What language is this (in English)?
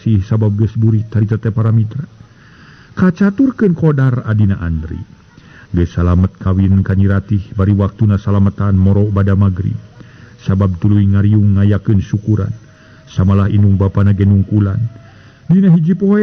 Sundanese